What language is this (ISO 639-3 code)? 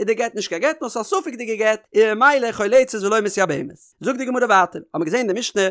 yid